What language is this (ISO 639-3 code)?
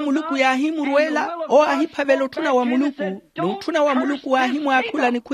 vmw